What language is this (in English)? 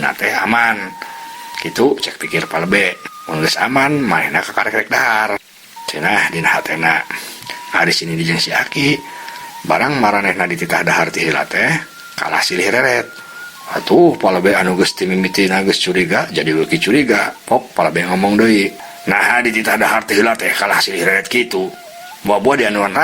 Sundanese